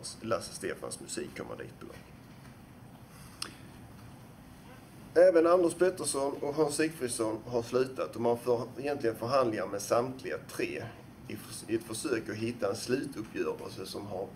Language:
Swedish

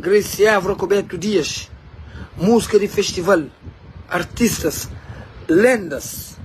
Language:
Kabuverdianu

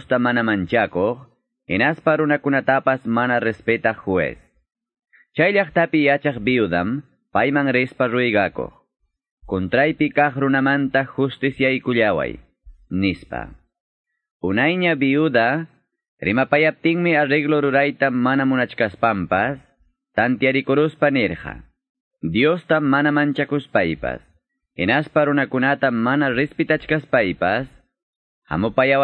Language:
Quechua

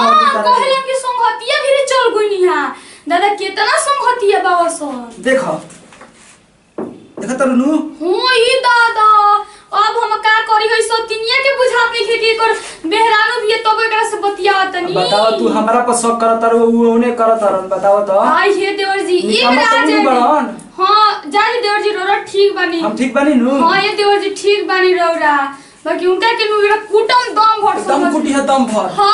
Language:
Bhojpuri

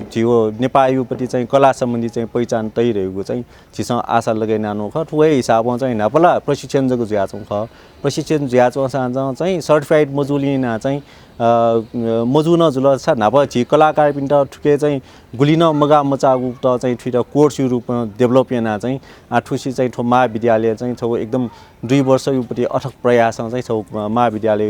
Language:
Newari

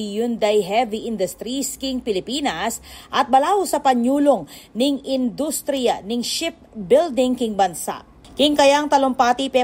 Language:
Pampanga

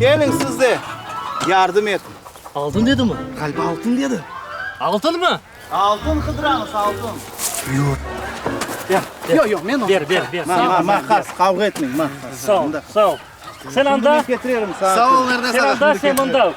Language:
Crimean Tatar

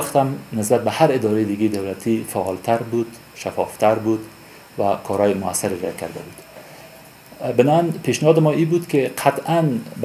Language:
Persian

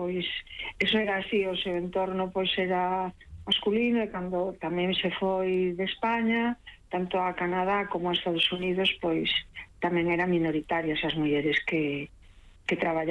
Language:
Galician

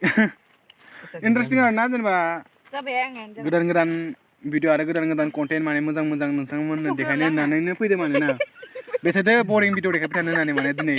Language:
Bodo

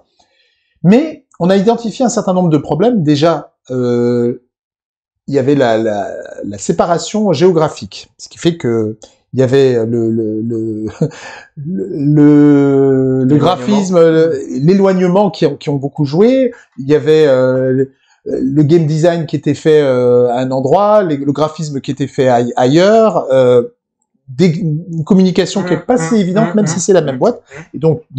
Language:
French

